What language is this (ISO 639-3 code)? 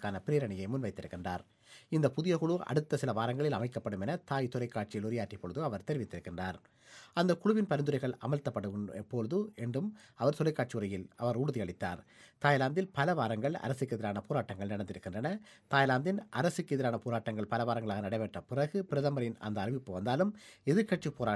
tam